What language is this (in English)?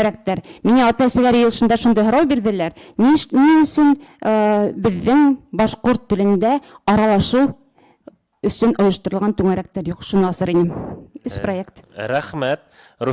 Bashkir